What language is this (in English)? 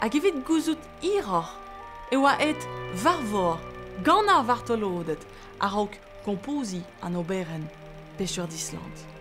Breton